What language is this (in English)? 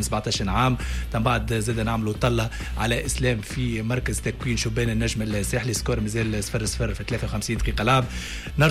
Tunisian Arabic